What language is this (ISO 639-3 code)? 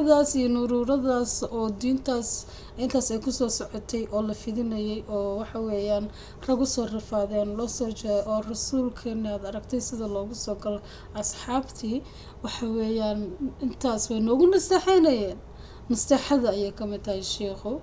som